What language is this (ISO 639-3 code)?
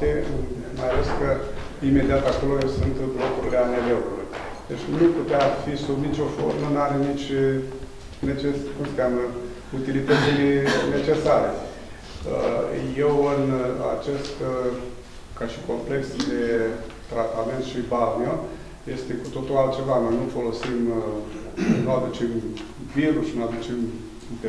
ron